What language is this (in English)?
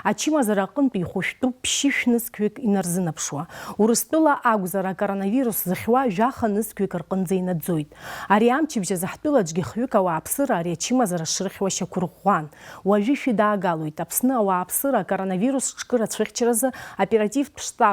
Abkhazian